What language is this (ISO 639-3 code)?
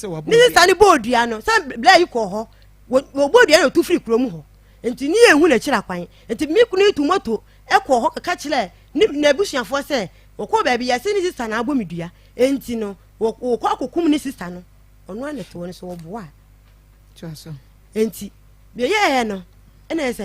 aka